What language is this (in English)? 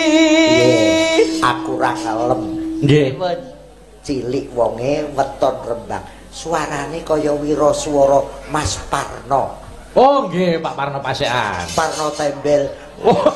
Javanese